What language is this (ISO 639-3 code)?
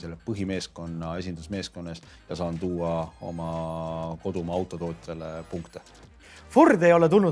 est